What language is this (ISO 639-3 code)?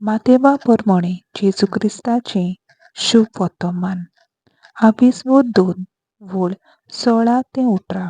kok